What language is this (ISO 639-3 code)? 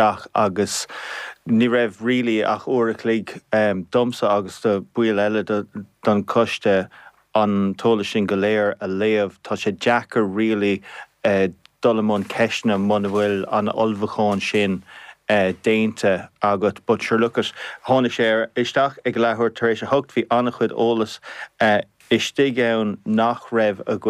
gle